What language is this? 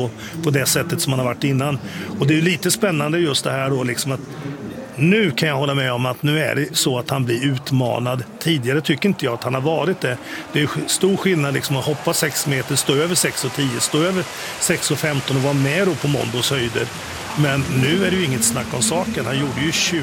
Swedish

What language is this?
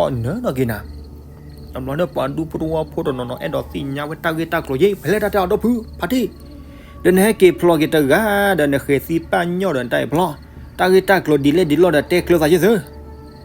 S'gaw Karen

